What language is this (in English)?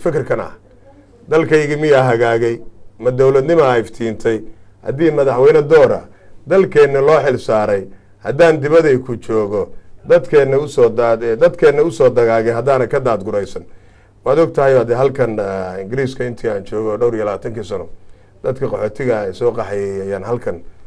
Somali